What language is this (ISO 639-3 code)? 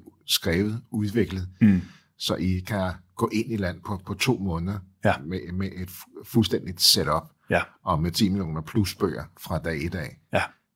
dan